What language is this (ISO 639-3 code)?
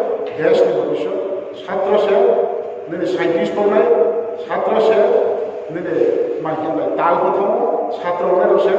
ria